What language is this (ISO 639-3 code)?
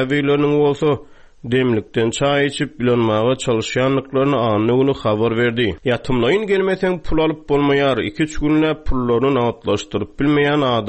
tuk